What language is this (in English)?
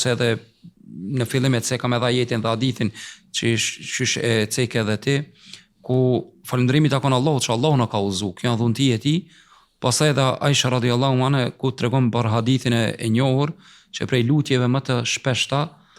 Albanian